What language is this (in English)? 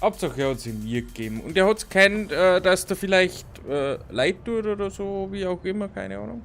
Bavarian